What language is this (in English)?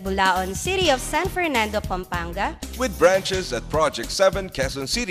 Pampanga